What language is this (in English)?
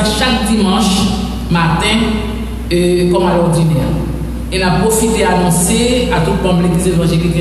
French